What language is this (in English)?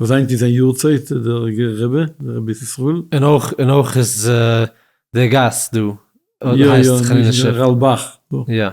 Yiddish